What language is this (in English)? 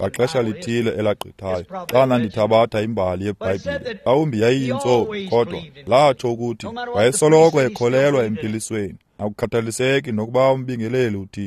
Xhosa